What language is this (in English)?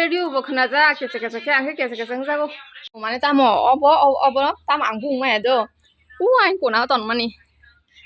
Kok Borok